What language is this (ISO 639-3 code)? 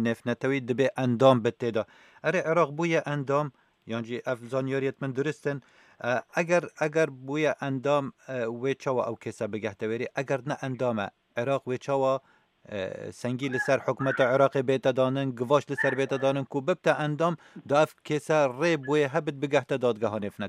kur